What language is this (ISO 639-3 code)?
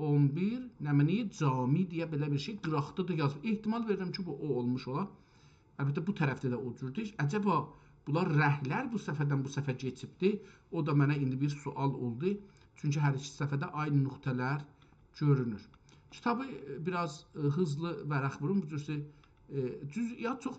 azb